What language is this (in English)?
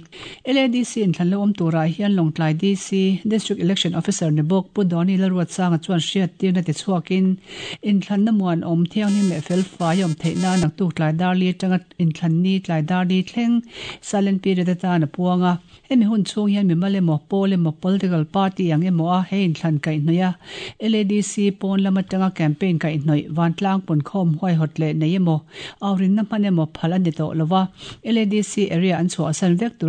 Mizo